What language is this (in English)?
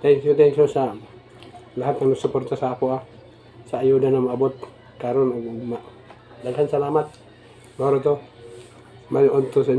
Cebuano